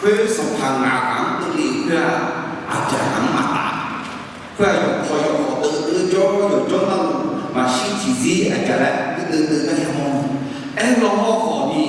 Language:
Akha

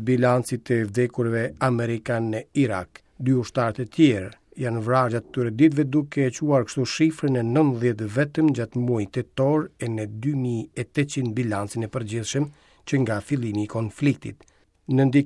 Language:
Albanian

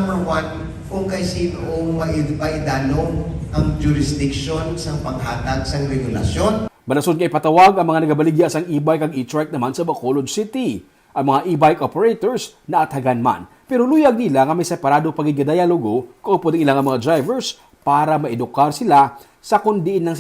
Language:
Hiligaynon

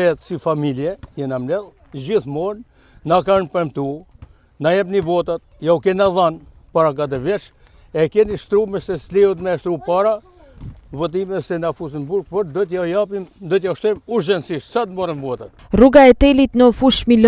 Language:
Albanian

